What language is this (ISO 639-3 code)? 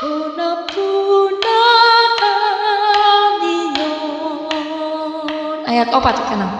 bbc